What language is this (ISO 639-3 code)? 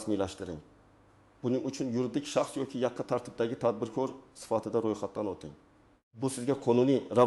uzb